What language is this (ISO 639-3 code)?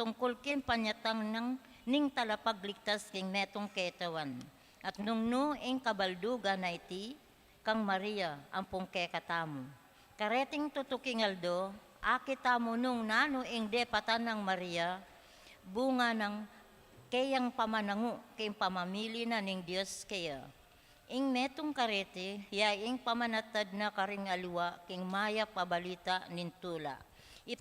pam